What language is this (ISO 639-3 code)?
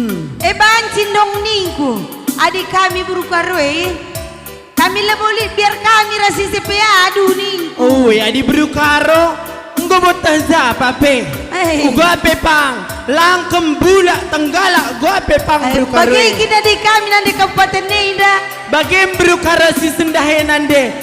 btx